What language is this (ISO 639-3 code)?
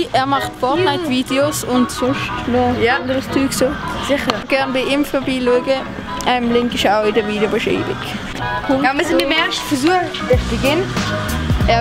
gsw